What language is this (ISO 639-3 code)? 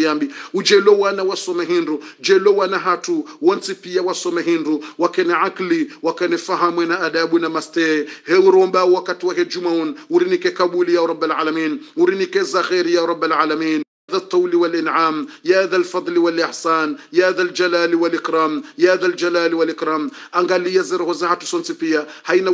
swa